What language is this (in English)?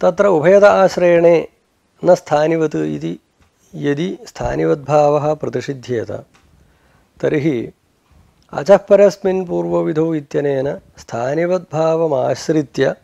Sanskrit